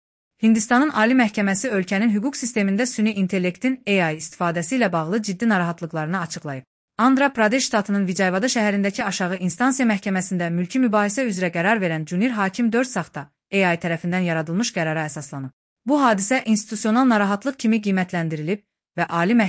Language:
Azerbaijani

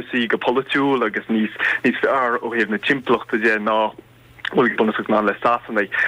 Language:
Irish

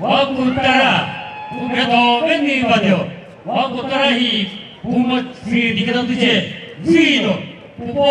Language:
Chokri Naga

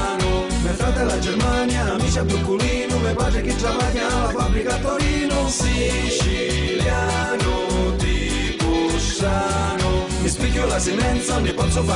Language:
Sicilian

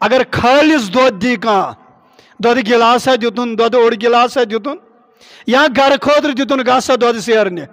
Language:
Kashmiri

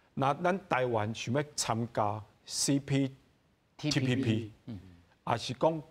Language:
Min Nan Chinese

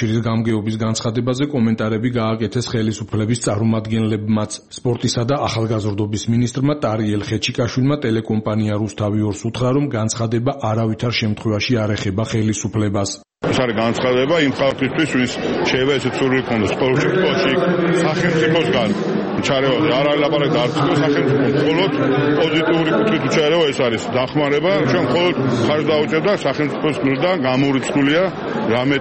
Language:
Georgian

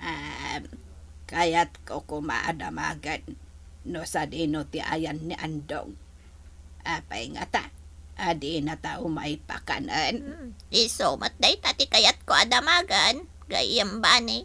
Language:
Iloko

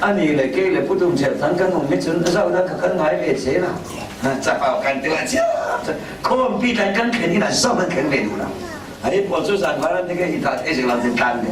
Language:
Falam Chin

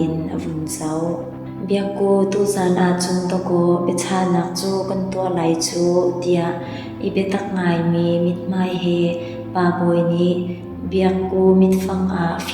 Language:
Hakha Chin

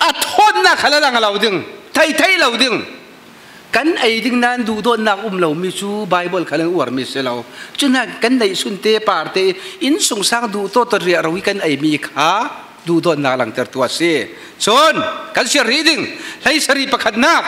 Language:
Falam Chin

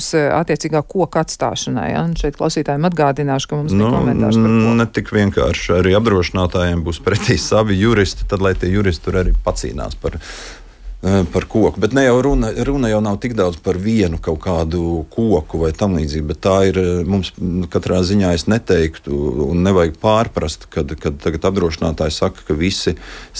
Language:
Latvian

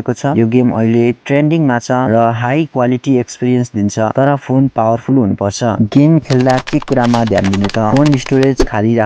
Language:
Nepali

